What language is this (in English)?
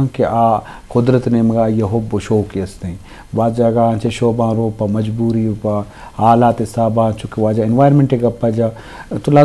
Baluchi